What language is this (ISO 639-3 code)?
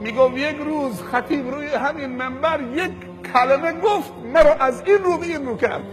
fas